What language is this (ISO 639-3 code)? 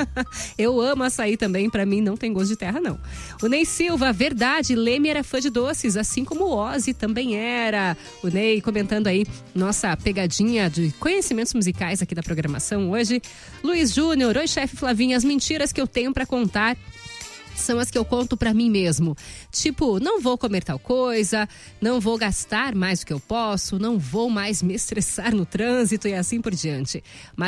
por